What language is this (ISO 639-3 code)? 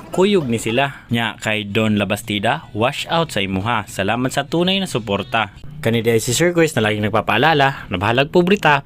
ceb